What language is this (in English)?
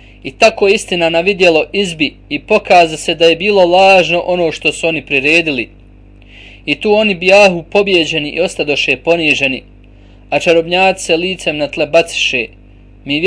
Bosnian